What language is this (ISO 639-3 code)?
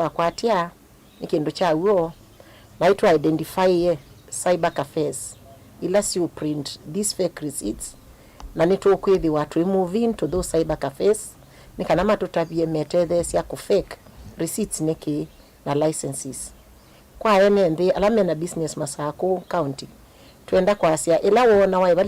kam